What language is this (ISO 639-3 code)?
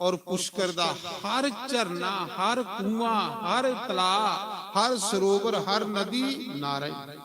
doi